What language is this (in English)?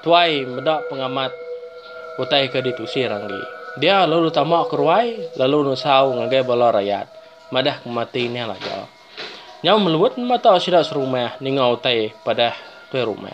Iban